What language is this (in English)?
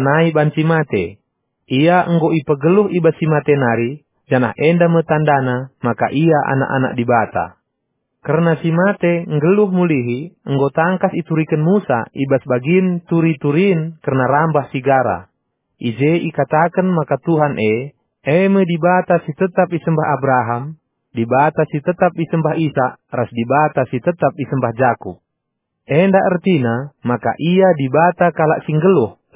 Batak Karo